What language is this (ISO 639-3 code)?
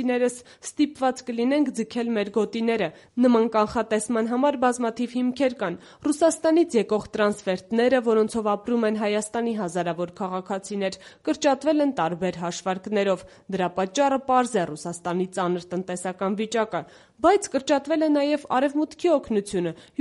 hye